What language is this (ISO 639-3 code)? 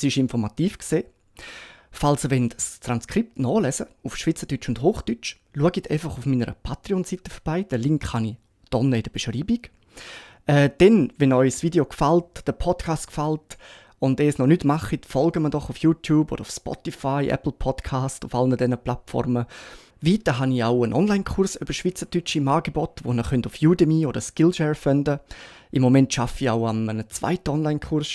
gsw